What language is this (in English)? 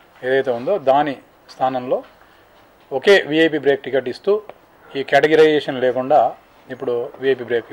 Telugu